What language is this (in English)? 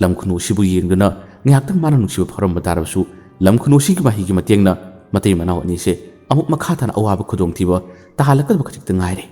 Manipuri